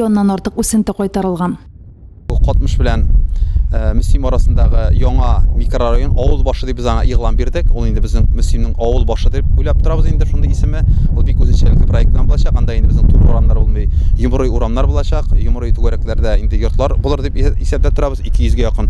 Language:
Tatar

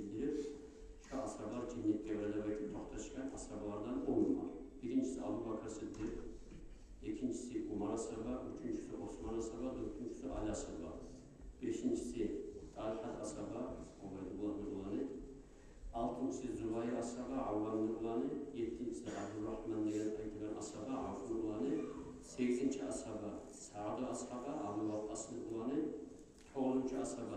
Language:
Kumyk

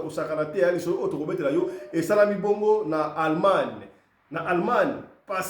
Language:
Lingala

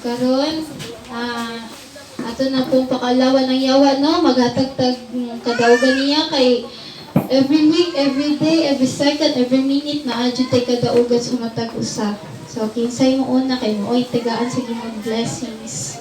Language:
Cebuano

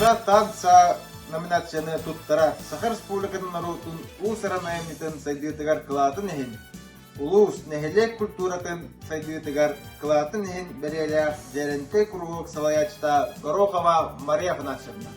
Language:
Yakut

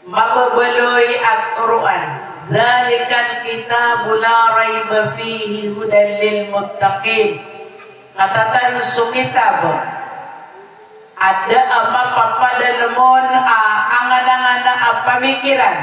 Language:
Maranao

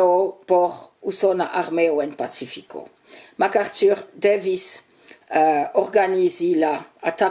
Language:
Esperanto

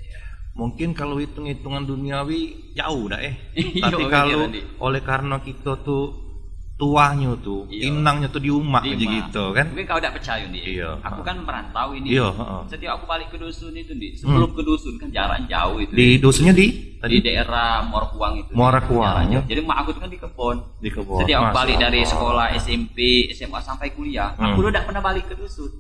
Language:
Musi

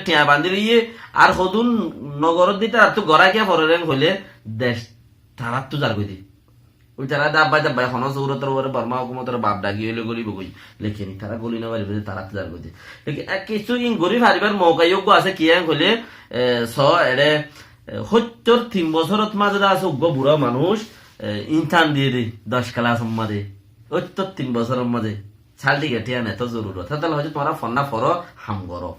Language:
Rohingya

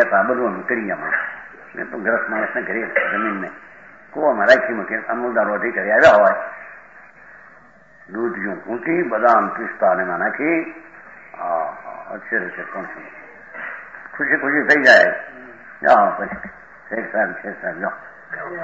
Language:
Gujarati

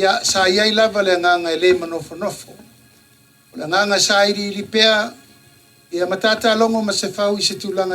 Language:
Samoan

